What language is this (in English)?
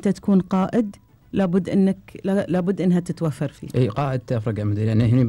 Gulf Arabic